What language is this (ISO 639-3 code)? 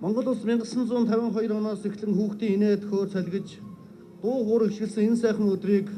mon